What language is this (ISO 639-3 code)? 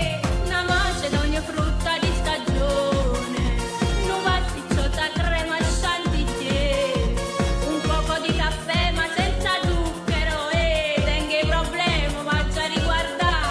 nap